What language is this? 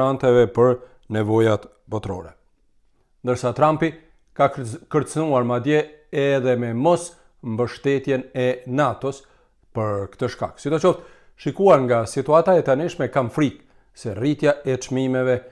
Albanian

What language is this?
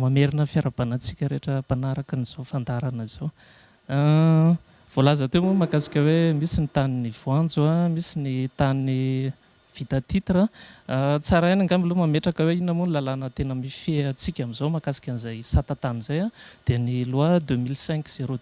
Malagasy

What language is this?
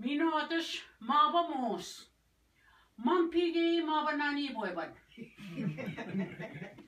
Ojibwa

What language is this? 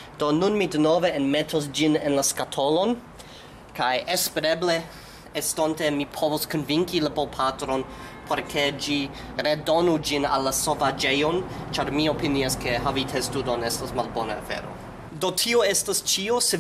Esperanto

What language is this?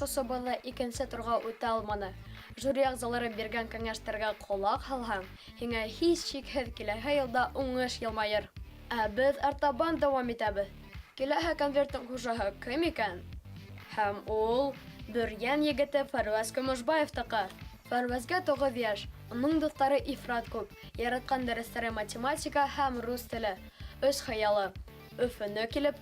Bashkir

